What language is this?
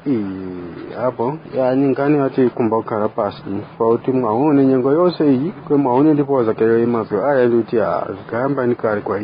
Tumbuka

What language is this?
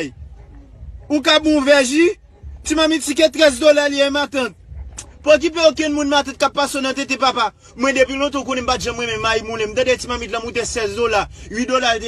Haitian Creole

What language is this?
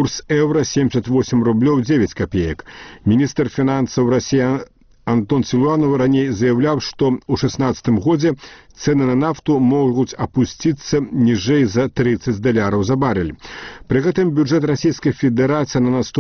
Belarusian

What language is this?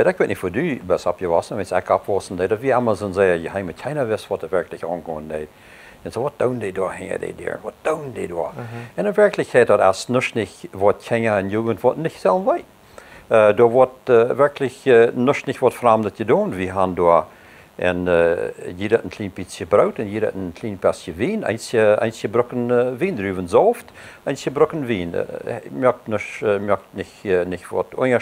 Plautdietsch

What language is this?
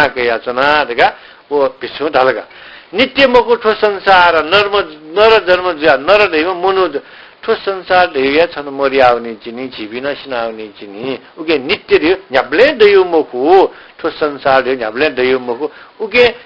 Newari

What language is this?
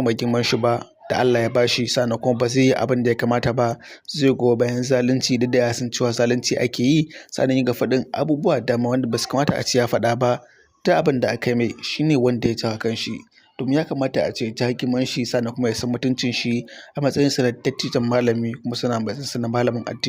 Hausa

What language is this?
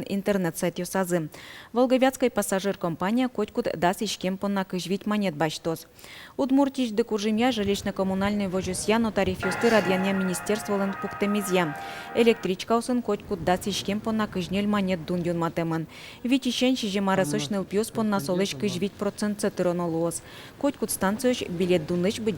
Udmurt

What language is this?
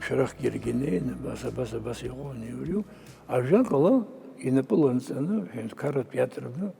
Abkhazian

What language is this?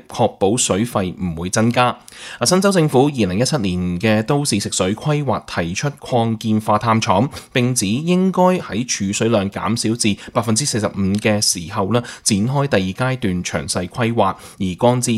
Cantonese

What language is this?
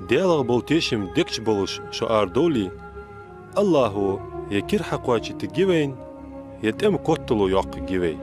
Ingush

